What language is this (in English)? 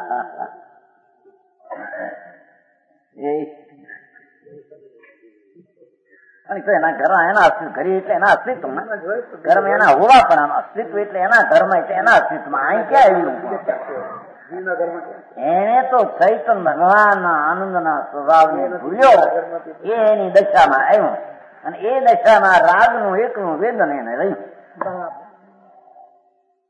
Gujarati